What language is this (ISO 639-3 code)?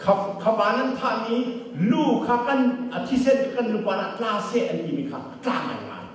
cnh